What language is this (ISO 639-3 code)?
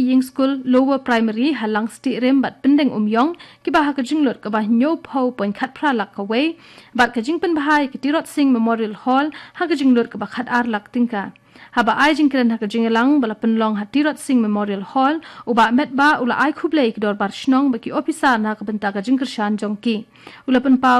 kha